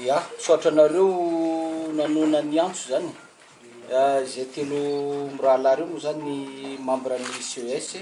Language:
Malagasy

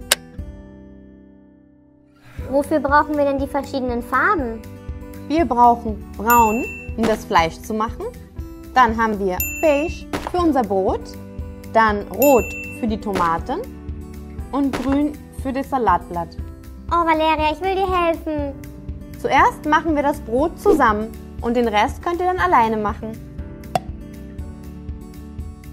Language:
German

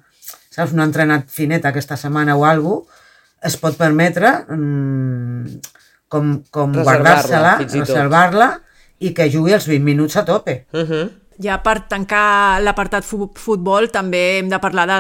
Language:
Catalan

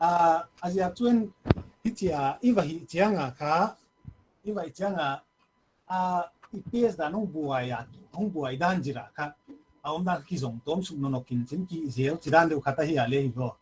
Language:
Paite Chin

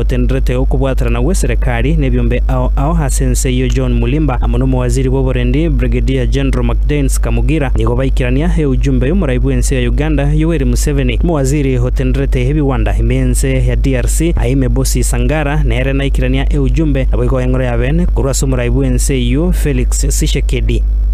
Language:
Gusii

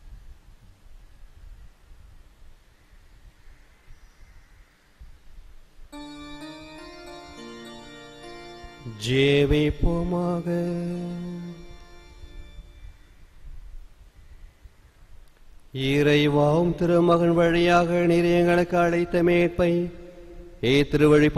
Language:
Tamil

